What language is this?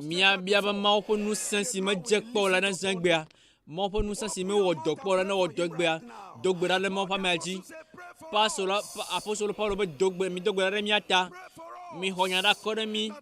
Ewe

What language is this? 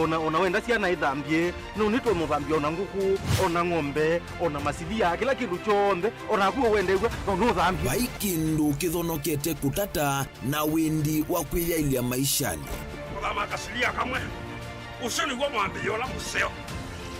Kamba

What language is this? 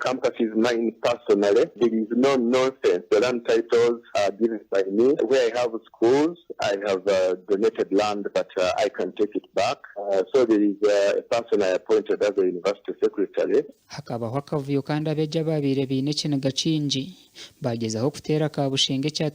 Nyankole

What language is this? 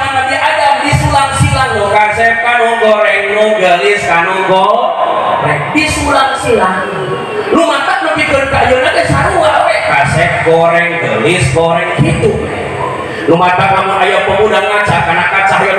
Sundanese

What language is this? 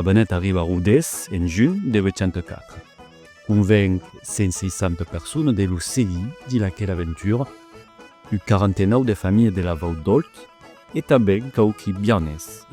Occitan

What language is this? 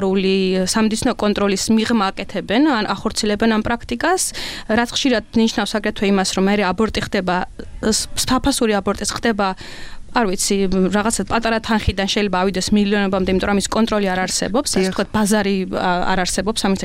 Georgian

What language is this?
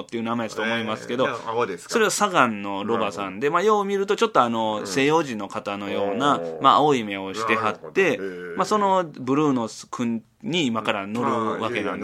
Japanese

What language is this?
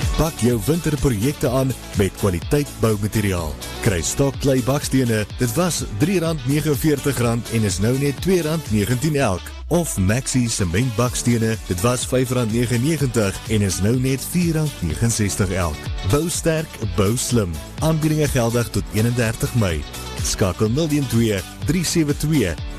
Afrikaans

